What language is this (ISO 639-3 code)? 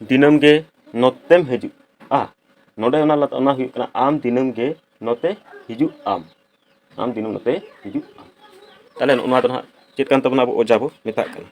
sat